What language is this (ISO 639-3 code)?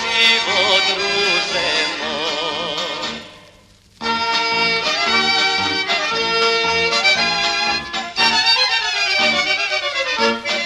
srp